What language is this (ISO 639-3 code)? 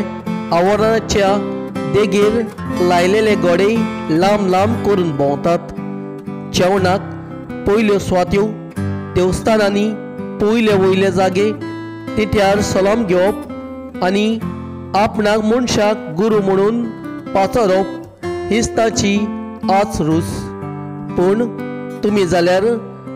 kok